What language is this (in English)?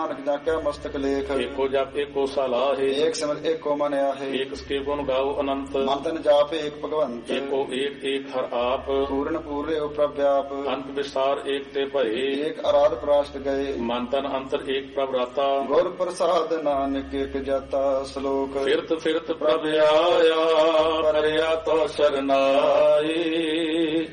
Punjabi